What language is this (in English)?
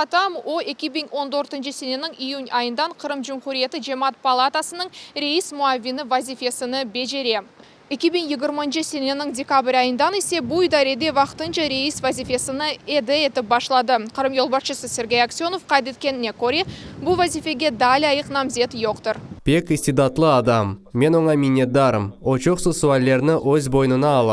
Crimean Tatar